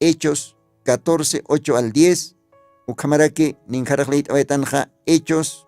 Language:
Aymara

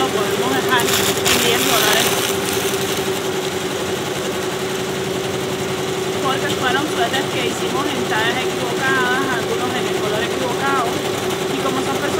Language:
Spanish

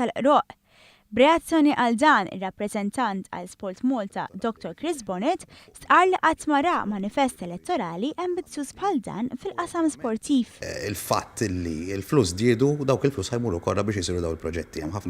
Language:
Maltese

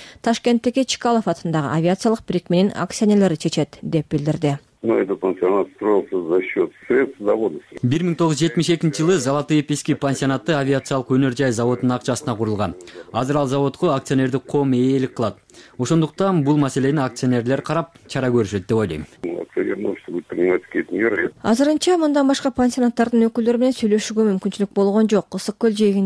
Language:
Kyrgyz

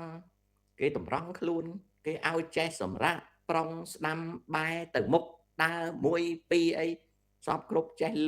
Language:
Khmer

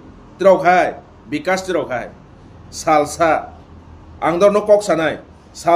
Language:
Kok Borok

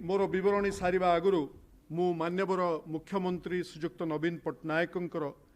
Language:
Odia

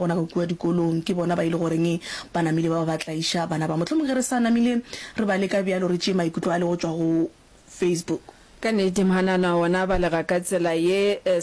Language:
Northern Sotho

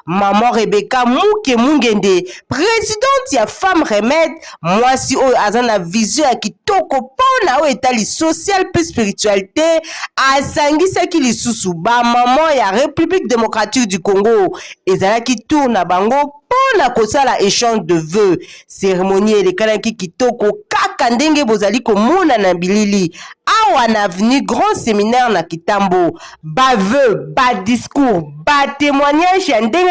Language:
Lingala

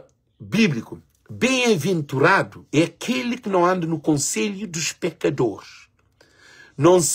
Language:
Kabuverdianu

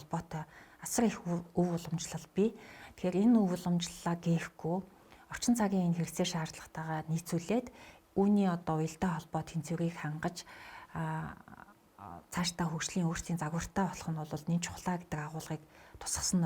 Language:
Mongolian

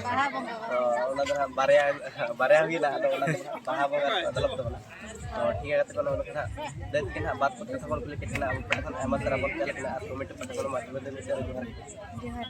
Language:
Santali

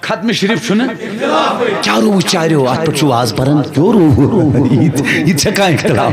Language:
Kashmiri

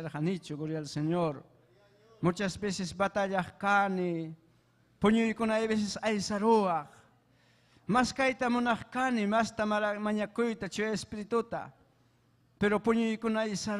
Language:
Ayacucho Quechua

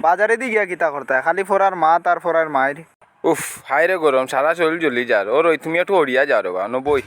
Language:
Sylheti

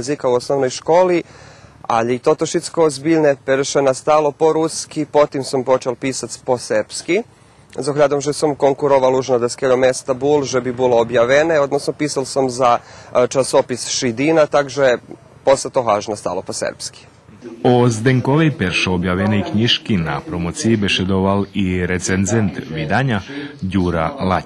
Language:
Rusyn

